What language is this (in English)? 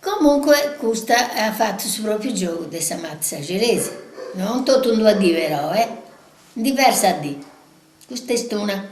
Sardinian